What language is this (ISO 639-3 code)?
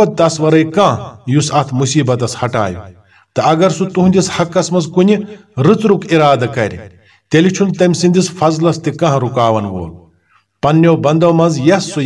kas